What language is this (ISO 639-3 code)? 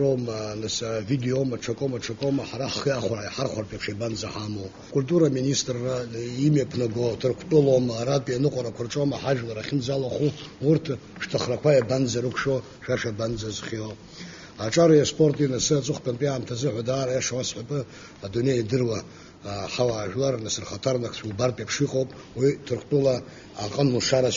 abk